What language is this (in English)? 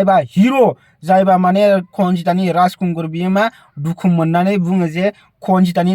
Bodo